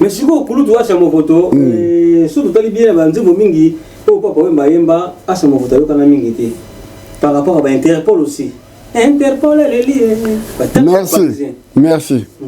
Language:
Lingala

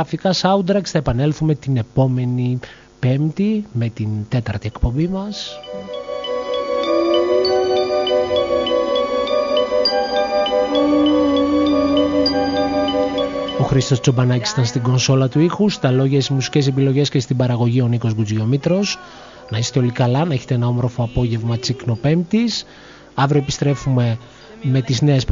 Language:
Greek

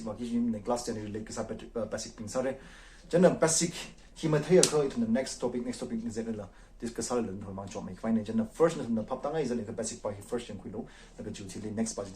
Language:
Tangkhul Naga (India)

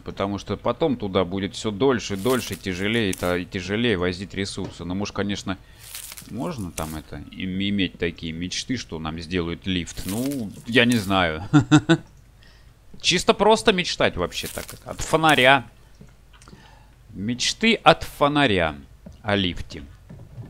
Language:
Russian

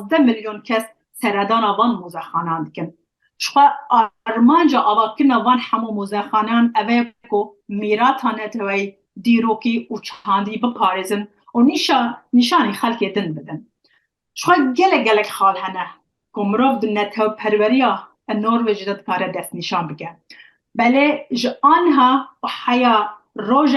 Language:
Kurdish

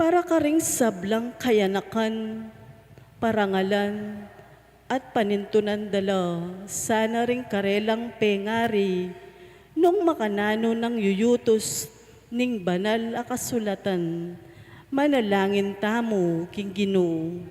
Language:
Pampanga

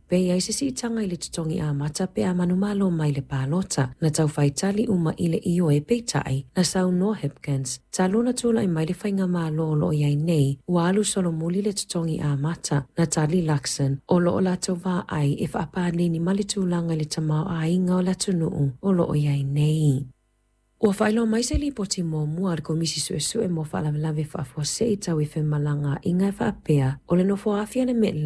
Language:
Samoan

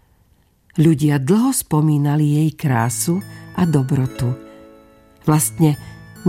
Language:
Slovak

